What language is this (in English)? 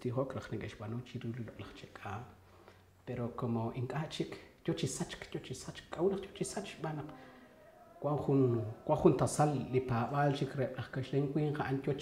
Kekchí